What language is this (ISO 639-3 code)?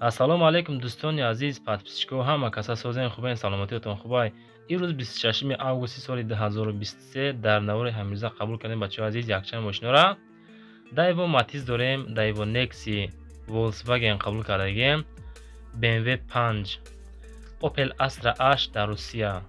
tgk